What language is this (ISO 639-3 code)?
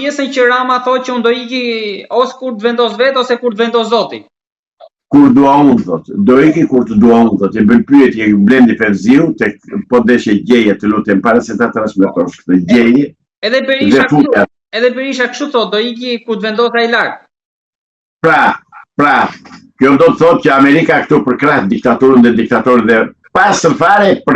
sqi